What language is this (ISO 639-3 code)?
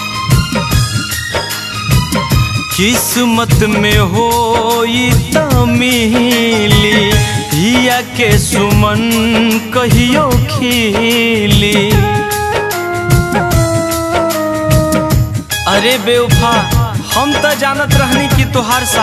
bho